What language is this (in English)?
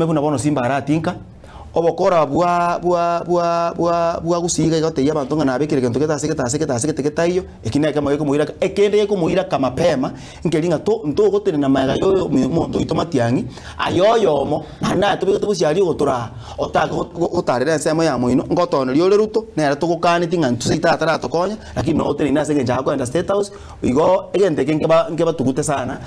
Gusii